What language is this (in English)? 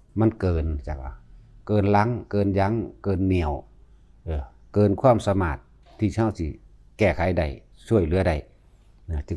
Northeastern Thai